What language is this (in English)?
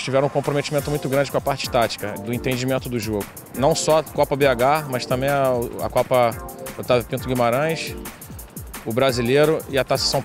Portuguese